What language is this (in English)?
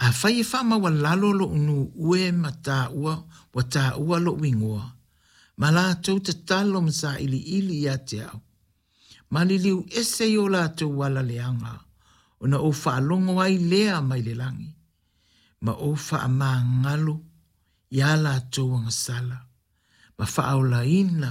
Samoan